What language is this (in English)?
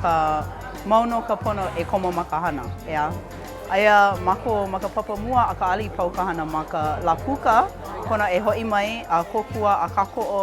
Hawaiian